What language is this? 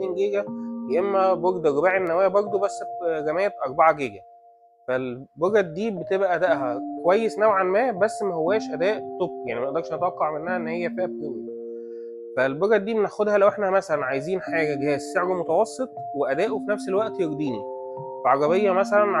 Egyptian Arabic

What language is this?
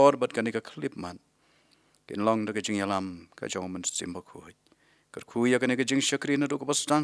Khasi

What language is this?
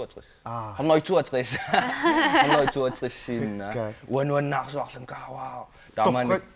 Kalaallisut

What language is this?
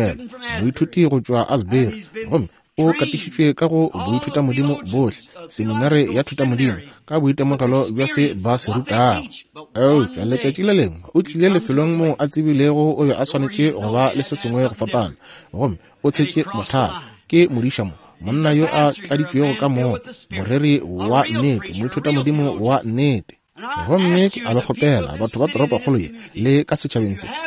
Northern Sotho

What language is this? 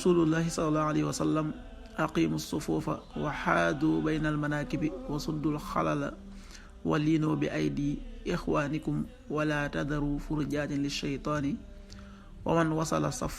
Wolof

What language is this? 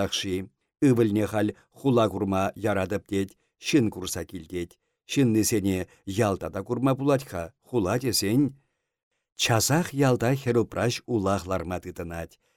Chuvash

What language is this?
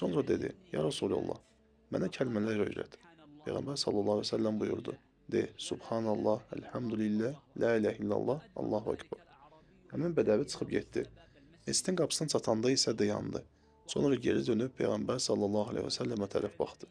Azerbaijani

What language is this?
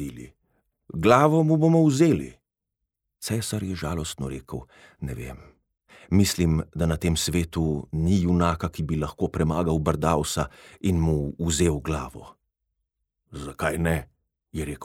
Slovenian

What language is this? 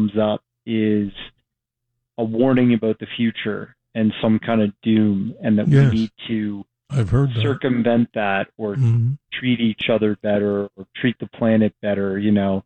English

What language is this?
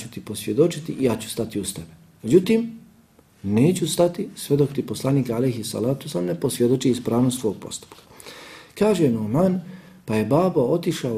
Bosnian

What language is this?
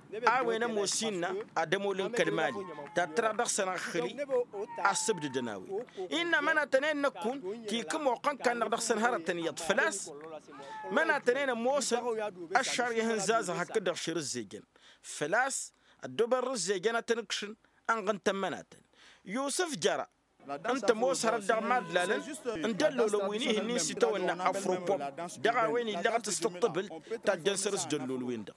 Tamasheq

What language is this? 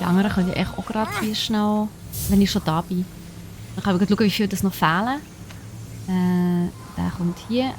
Swiss German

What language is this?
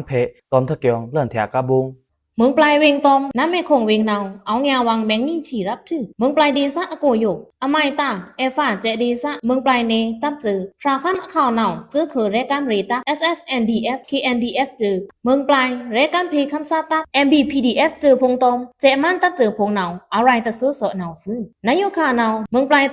Pa'o Karen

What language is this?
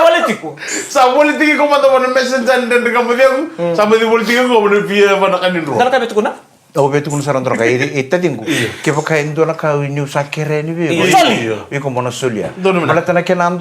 Fijian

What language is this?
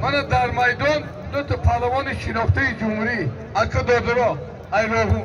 Tajik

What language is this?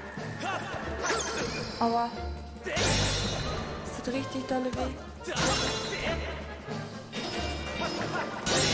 German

